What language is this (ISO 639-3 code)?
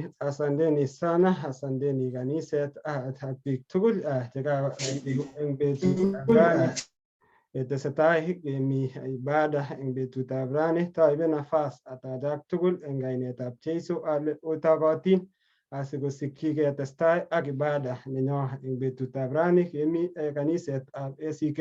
kln